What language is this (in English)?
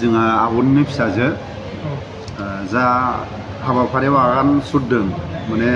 Bodo